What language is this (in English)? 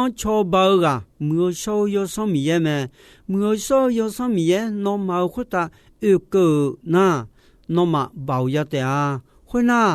Akha